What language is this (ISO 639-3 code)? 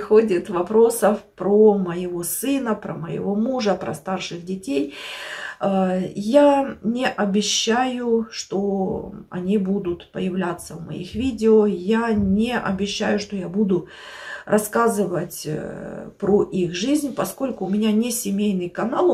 rus